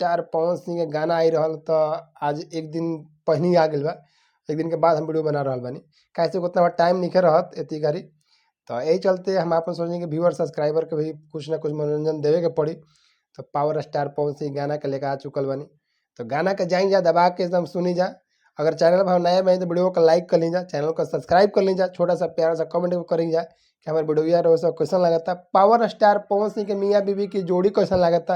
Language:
Bhojpuri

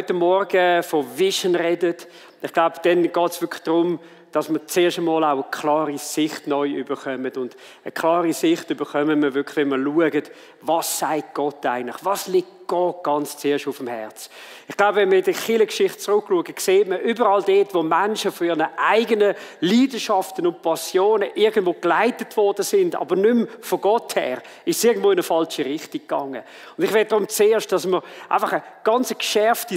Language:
Swiss German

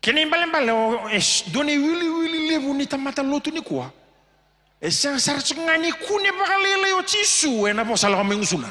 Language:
Fijian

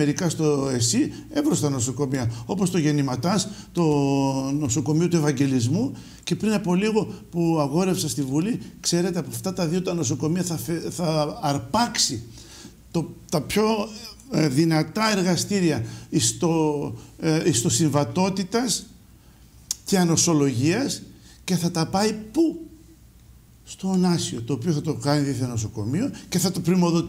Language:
Greek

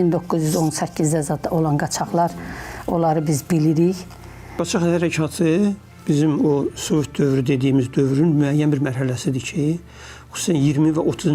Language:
Azerbaijani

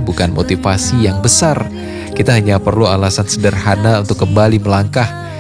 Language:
Indonesian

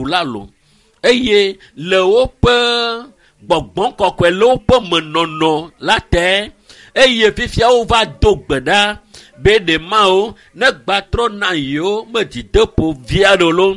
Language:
Ewe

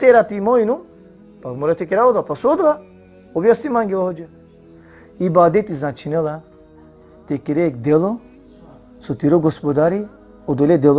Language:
Balkan Romani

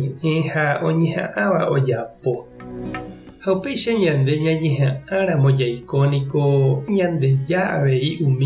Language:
Guarani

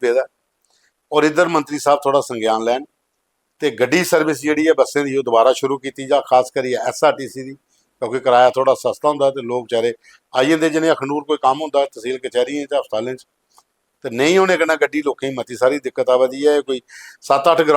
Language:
Dogri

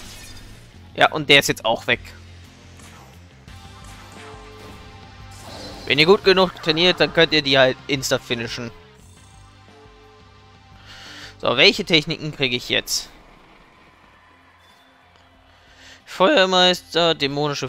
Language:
German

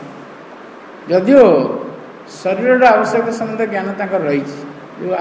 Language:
Odia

